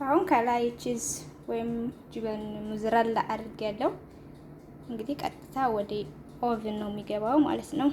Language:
Amharic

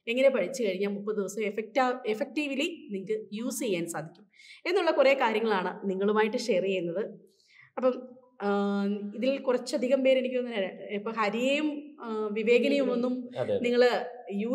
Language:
Malayalam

